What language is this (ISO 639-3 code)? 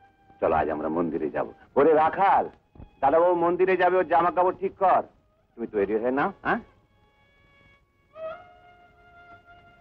ben